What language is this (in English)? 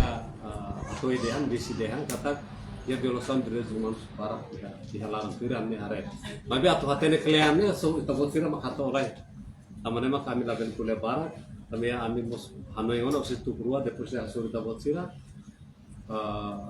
Tetum